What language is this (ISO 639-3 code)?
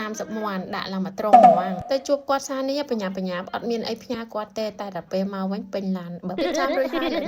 khm